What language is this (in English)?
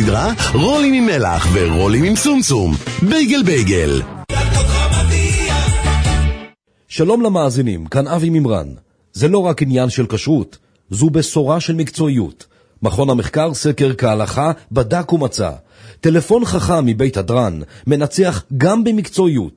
Hebrew